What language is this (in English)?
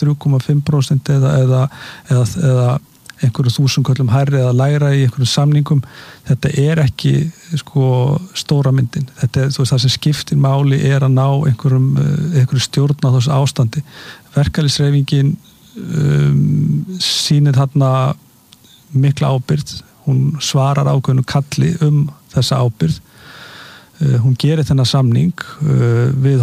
Icelandic